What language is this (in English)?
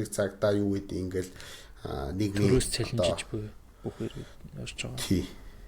Mongolian